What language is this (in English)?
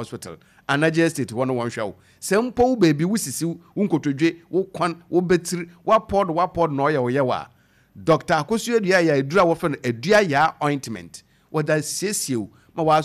Akan